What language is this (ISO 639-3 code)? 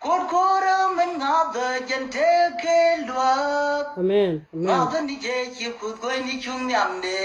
nus